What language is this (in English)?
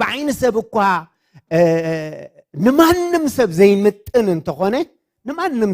Tigrinya